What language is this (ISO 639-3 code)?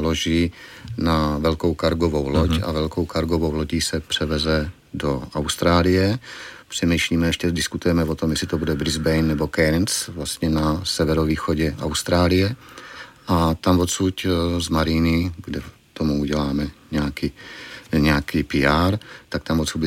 ces